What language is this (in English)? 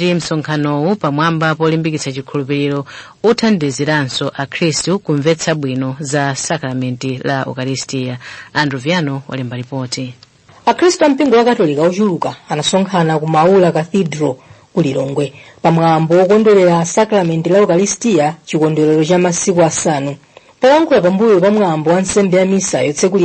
Nyanja